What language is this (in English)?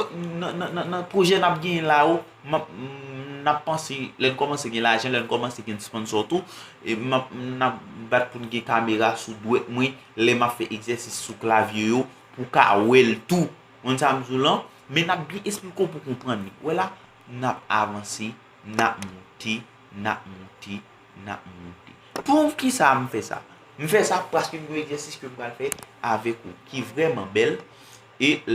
Haitian Creole